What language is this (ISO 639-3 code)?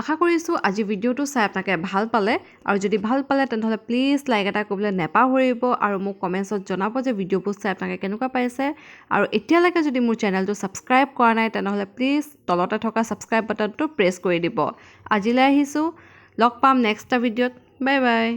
asm